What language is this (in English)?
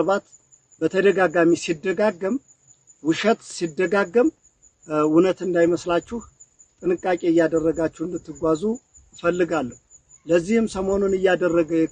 Amharic